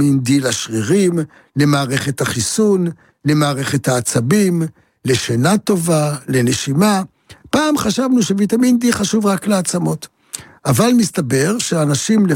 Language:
Hebrew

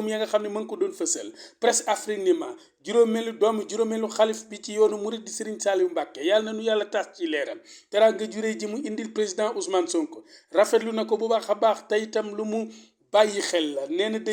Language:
Wolof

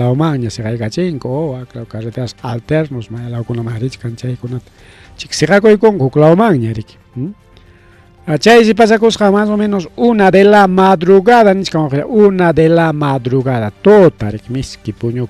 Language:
Ayacucho Quechua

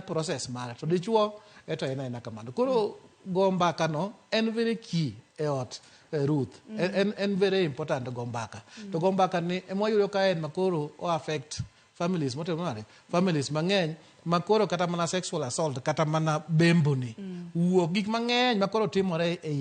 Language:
Luo (Kenya and Tanzania)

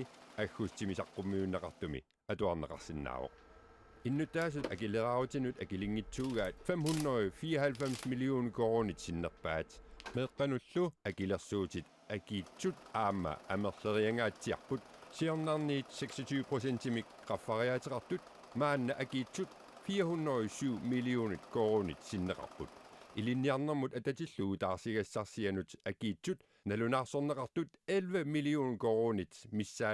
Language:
Kalaallisut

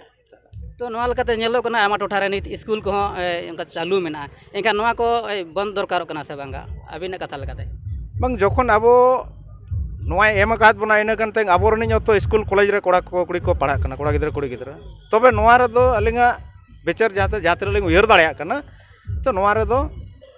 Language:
Santali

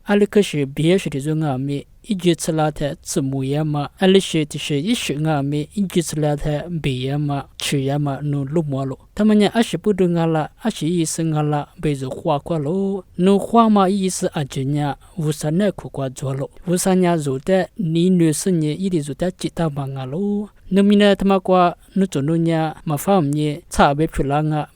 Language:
Lisu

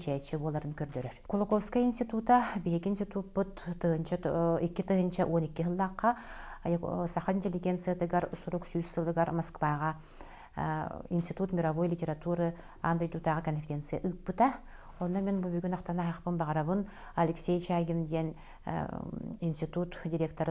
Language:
Yakut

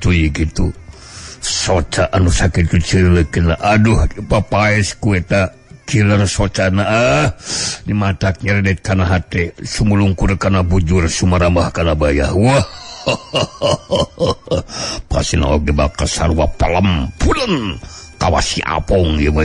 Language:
Sundanese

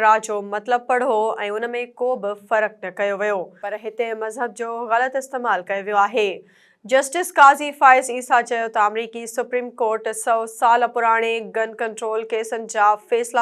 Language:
Sindhi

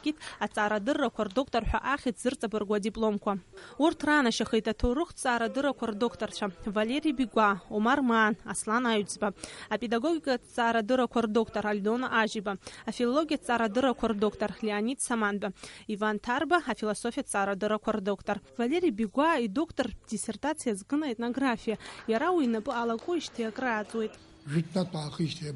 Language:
Abkhazian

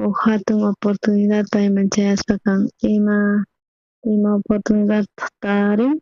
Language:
South Bolivian Quechua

